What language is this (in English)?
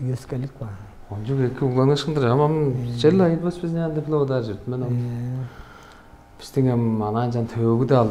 Tuvinian